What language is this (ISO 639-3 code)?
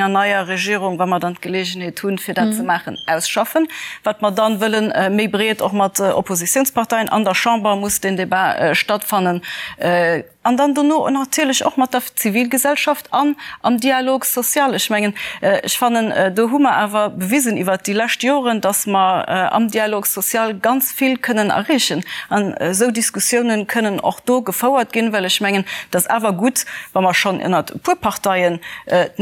ltz